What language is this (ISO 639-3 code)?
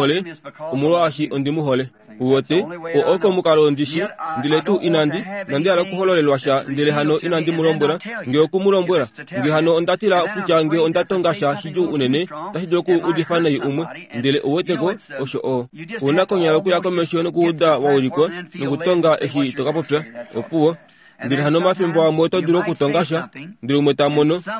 kua